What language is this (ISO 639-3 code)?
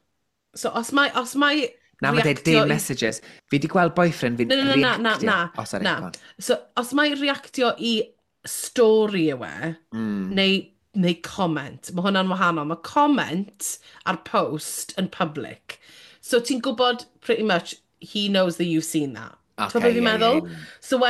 cym